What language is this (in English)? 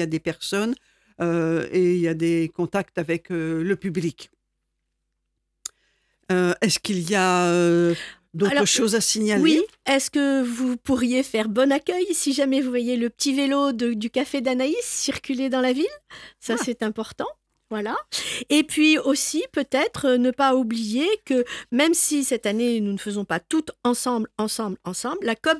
French